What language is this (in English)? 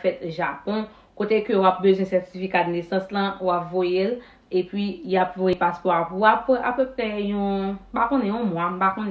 Haitian Creole